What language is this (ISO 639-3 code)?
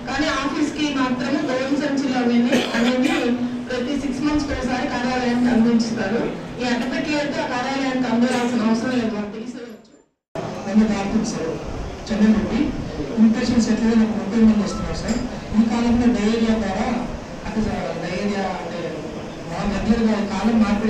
tel